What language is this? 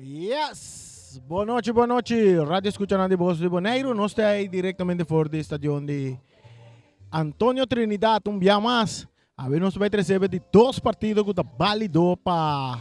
Papiamento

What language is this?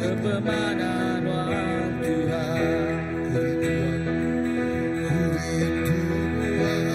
Iban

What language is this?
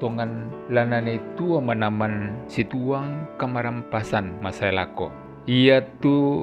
Toraja-Sa'dan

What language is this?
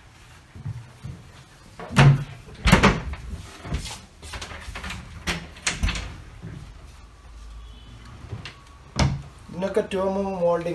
Malayalam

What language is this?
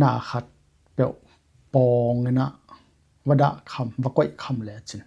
Tedim Chin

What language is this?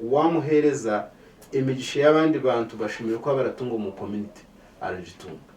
Nyankole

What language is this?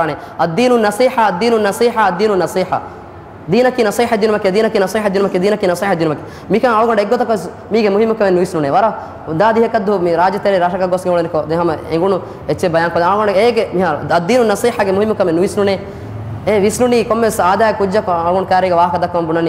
Divehi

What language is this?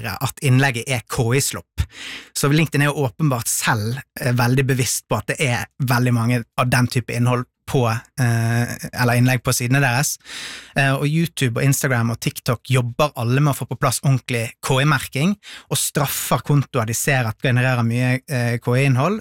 Norwegian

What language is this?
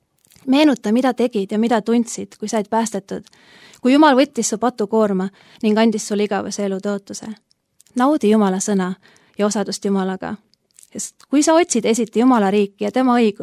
Estonian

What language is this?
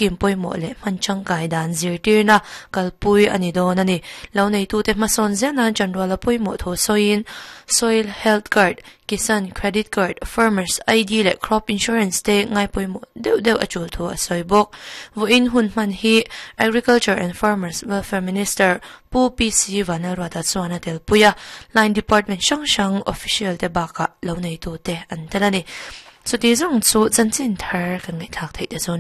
Mizo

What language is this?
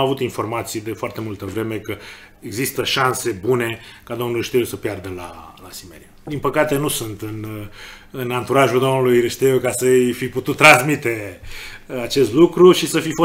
Romanian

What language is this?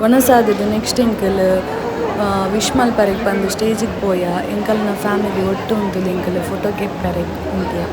Tulu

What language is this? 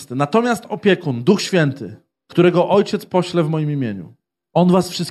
Polish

